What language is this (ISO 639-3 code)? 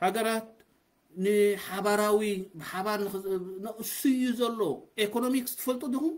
tir